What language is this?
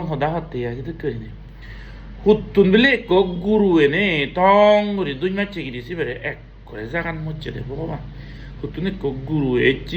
Chakma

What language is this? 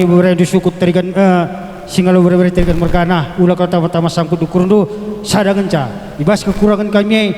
Batak Karo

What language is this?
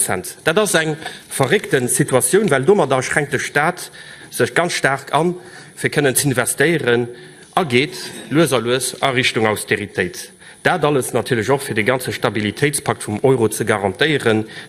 Luxembourgish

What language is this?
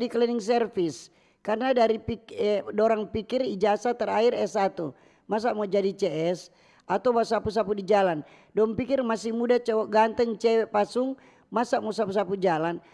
Manado Malay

